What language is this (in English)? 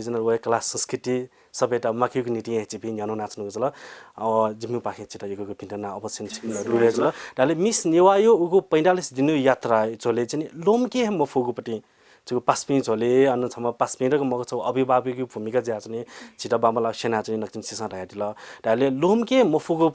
Newari